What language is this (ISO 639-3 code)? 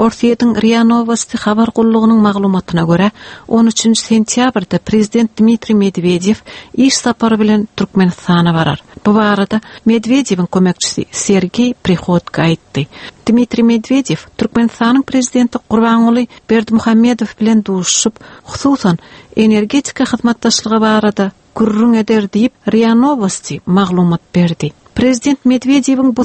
tuk